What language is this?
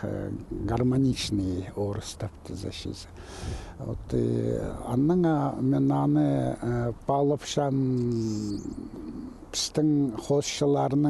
Khakas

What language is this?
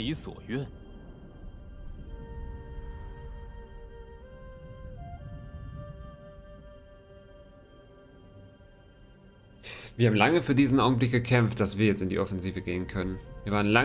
German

